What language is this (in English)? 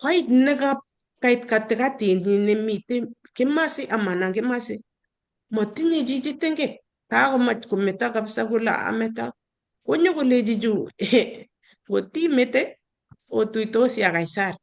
Kalenjin